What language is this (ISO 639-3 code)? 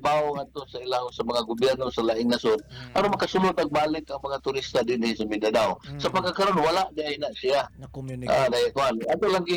ceb